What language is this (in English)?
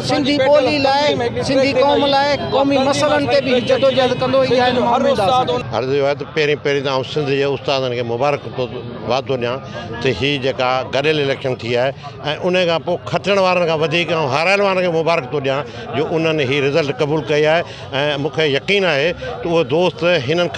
Sindhi